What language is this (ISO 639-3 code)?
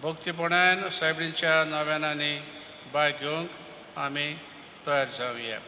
kok